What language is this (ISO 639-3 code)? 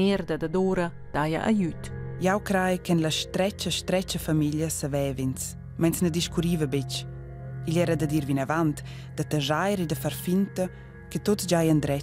roh